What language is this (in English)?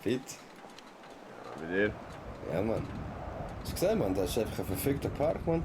Swiss German